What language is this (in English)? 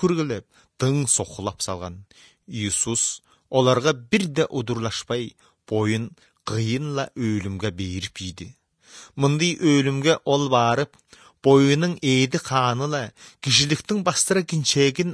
Kyrgyz